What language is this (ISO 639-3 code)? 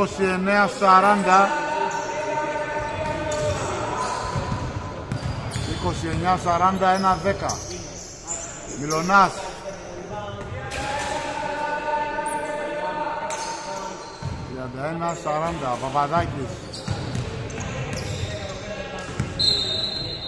ell